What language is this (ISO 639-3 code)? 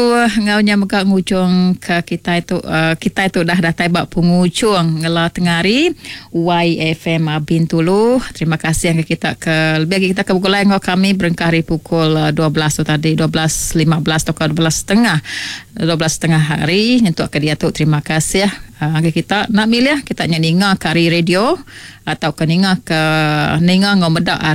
iba